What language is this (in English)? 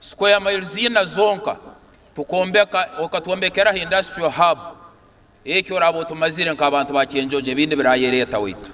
Nyankole